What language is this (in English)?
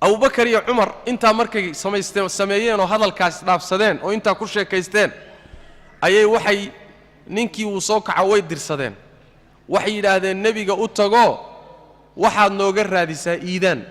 Somali